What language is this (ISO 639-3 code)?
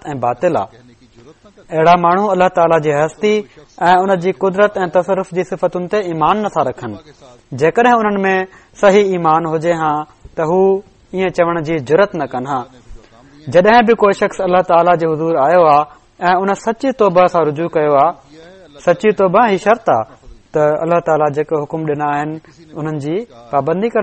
snd